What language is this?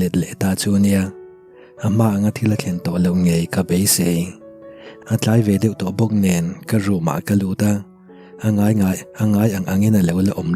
Mizo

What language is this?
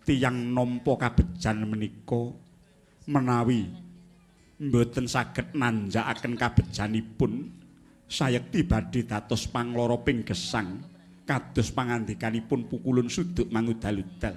Javanese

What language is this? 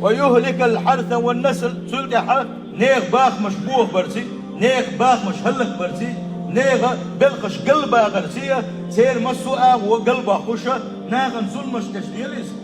Chechen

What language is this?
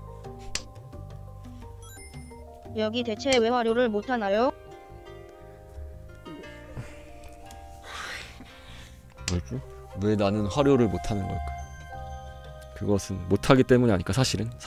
Korean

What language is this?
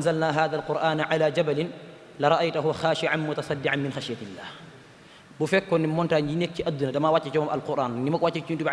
Wolof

